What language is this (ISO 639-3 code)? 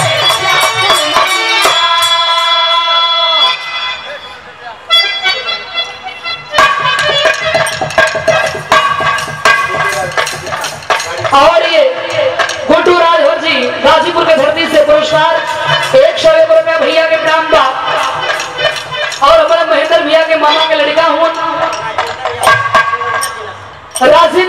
bho